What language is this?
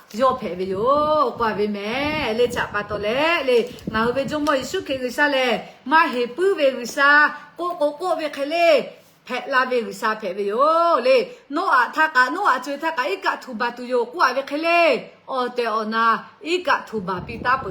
Lahu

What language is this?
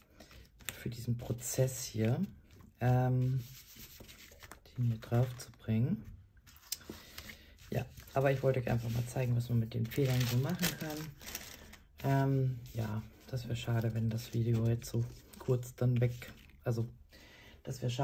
German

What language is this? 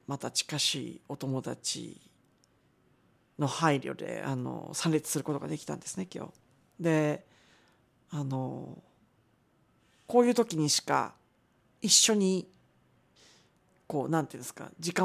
Japanese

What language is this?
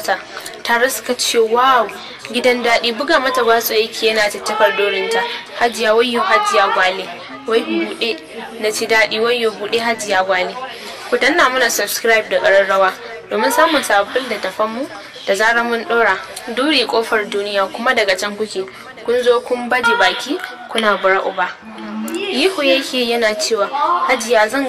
Hausa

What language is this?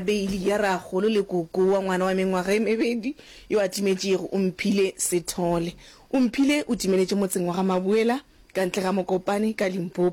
Northern Sotho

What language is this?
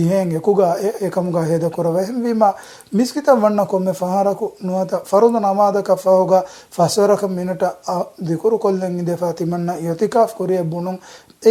Divehi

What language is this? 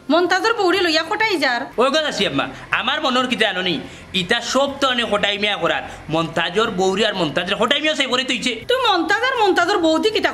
Sylheti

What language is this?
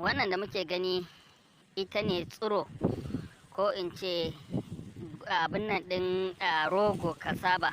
Hausa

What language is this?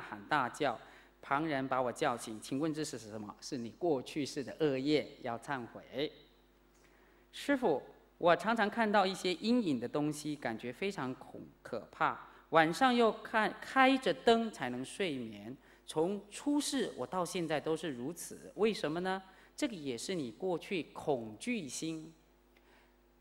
Chinese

